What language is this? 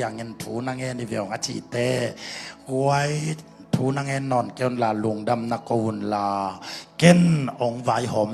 Tedim Chin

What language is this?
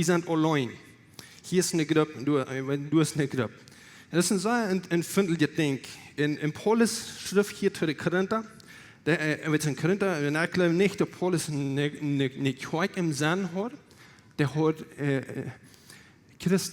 Plautdietsch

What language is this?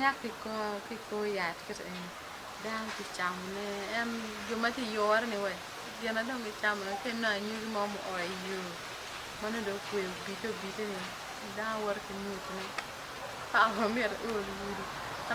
Acoli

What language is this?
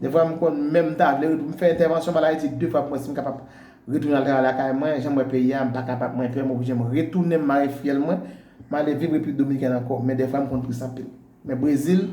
Haitian Creole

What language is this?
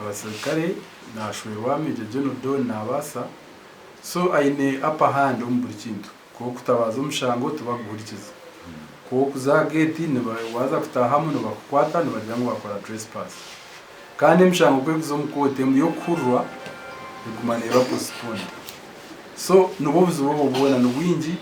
Nyankole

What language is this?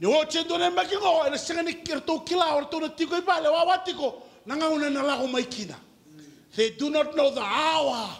Fijian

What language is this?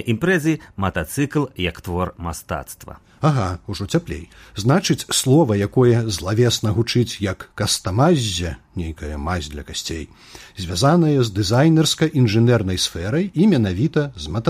Belarusian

